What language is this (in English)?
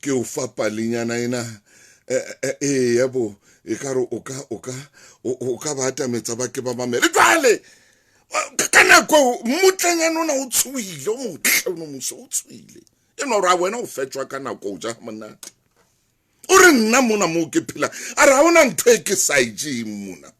Southern Sotho